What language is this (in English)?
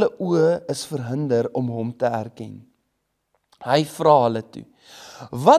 Afrikaans